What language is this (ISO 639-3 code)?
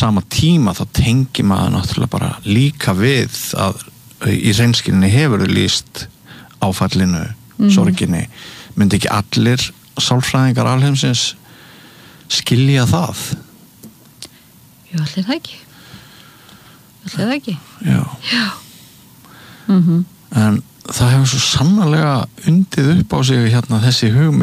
isl